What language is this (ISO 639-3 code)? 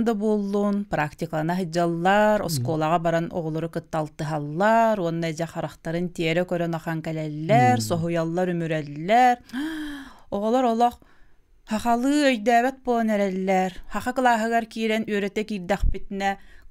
sah